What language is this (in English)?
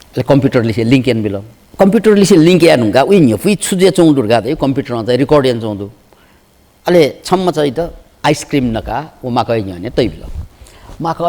Newari